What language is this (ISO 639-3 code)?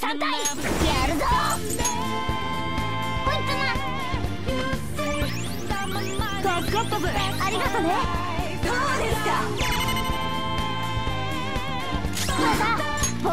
jpn